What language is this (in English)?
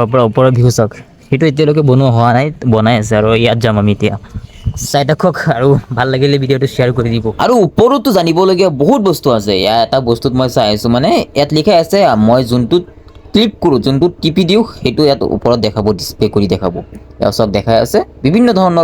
Assamese